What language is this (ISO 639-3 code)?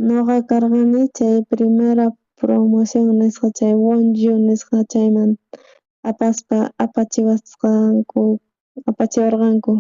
quh